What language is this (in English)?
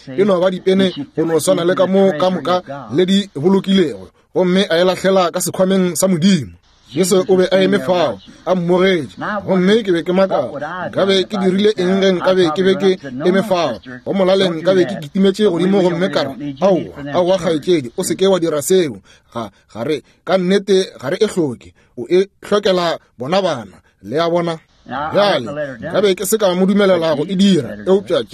Northern Sotho